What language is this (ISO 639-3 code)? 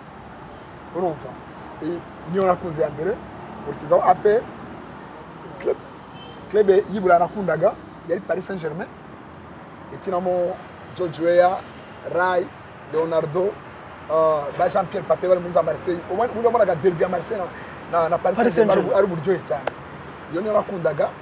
kin